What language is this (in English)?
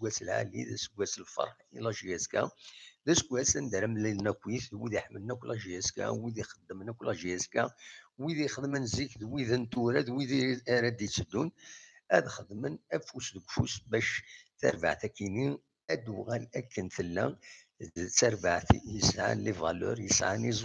Kabyle